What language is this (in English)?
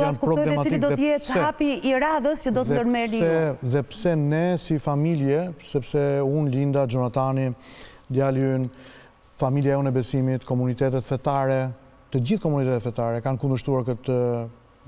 Albanian